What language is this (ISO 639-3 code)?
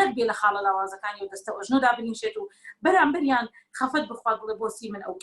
ckb